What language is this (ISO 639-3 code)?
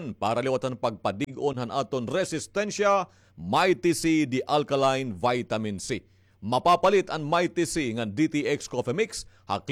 war